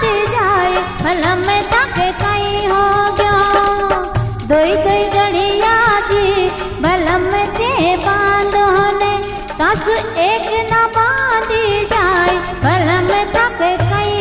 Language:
Bhojpuri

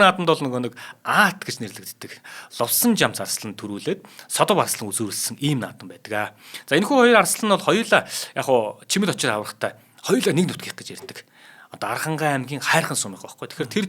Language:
Mongolian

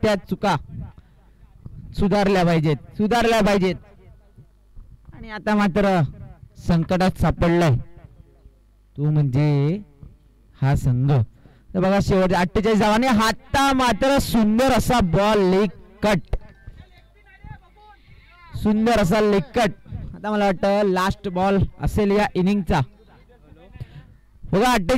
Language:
Marathi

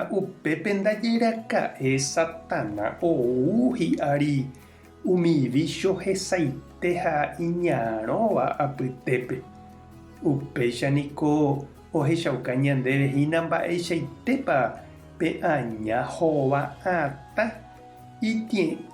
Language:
Guarani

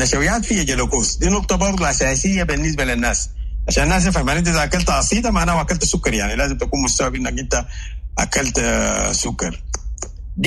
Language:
Sudanese Arabic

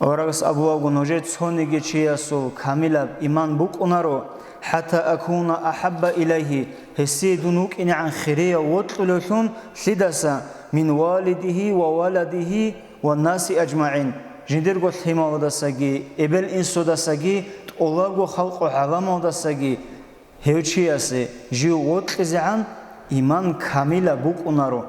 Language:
Avaric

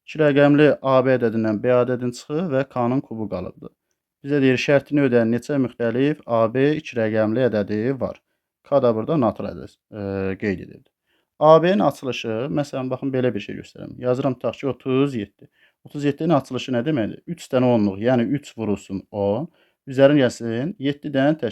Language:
Azerbaijani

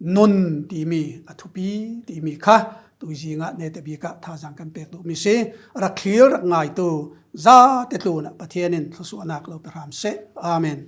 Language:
Falam Chin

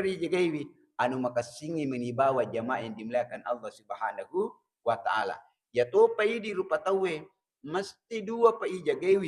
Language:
Buginese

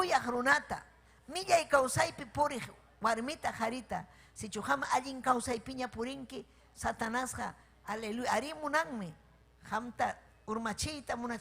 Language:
Ayacucho Quechua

